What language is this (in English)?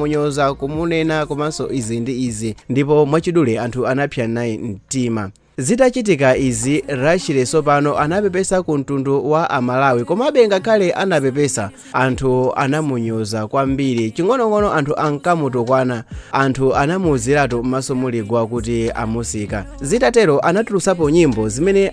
Nyanja